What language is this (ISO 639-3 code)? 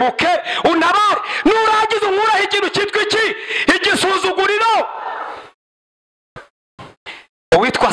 kin